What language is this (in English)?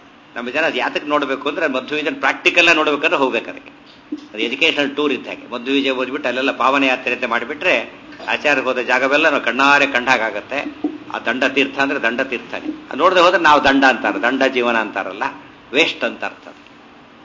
Kannada